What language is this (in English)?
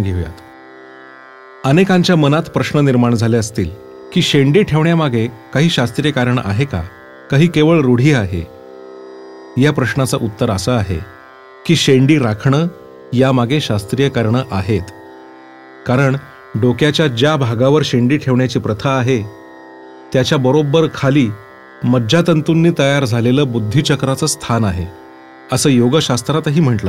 Marathi